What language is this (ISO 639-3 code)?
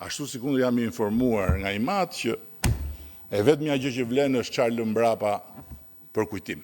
sqi